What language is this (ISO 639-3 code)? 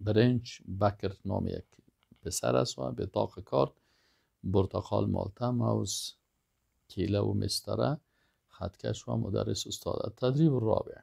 fas